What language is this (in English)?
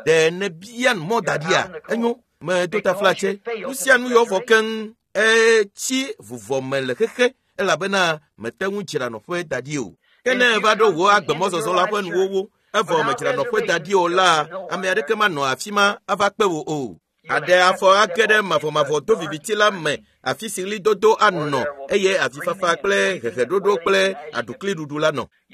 Ewe